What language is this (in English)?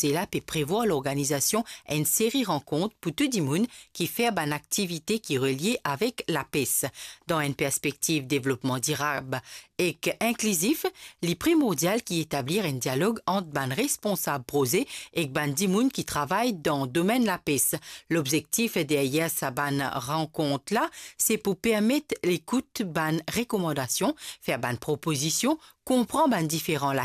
Morisyen